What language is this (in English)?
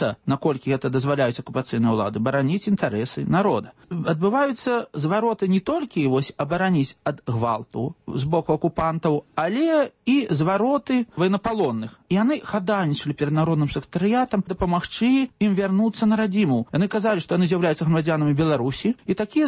Belarusian